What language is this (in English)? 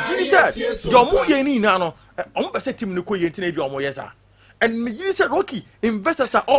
Akan